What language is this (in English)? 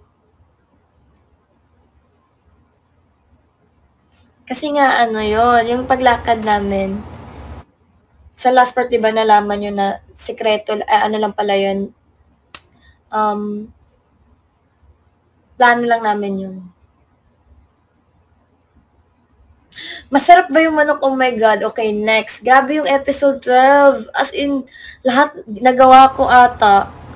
Filipino